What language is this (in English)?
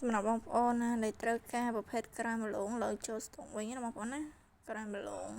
Khmer